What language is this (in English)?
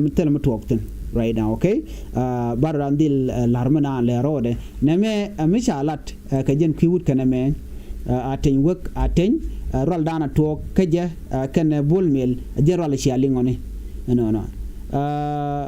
Nuer